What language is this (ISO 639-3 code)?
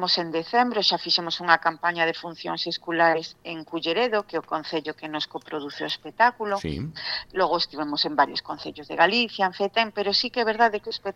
glg